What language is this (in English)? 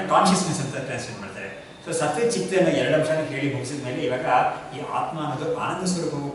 Kannada